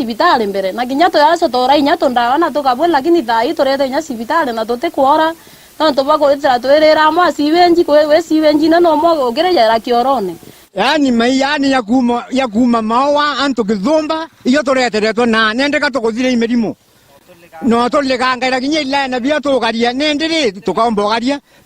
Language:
Meru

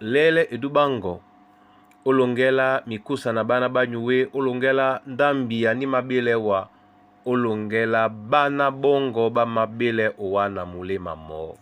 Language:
Duala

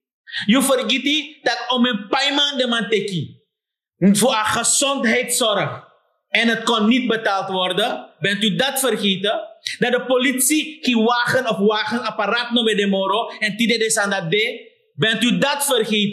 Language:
Sranan Tongo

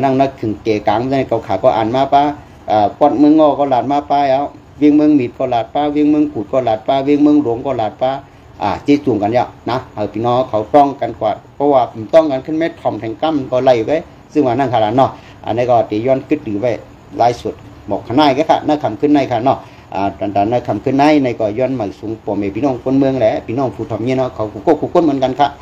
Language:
Shan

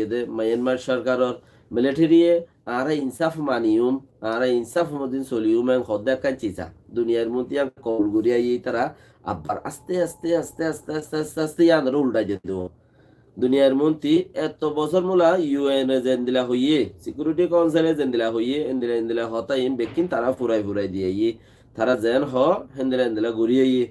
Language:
Rohingya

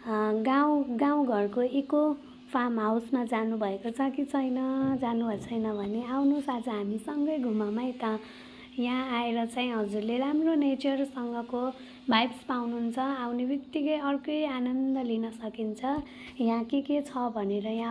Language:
Nepali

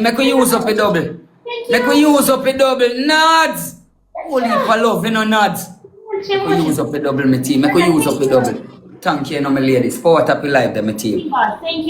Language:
Jamaican Creole English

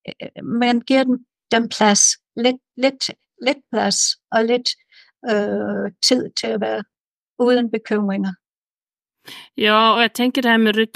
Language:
Danish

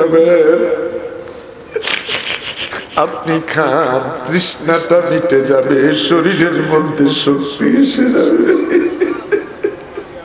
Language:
Bangla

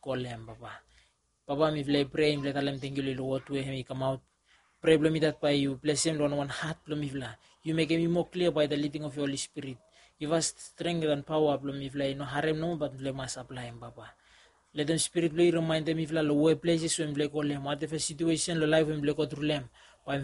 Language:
Bislama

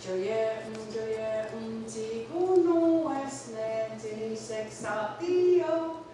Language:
Mohawk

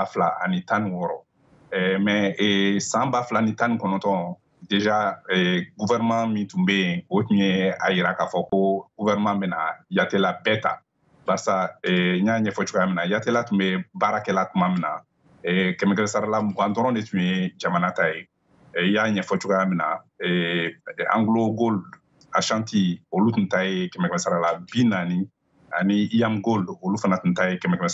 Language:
Bambara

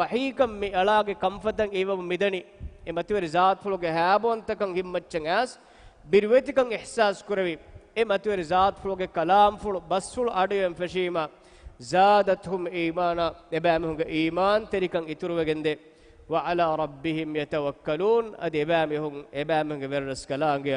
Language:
Divehi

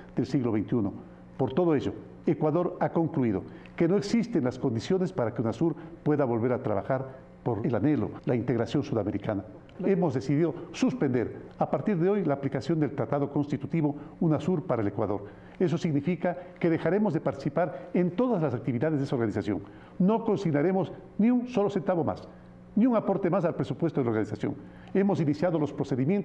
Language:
Spanish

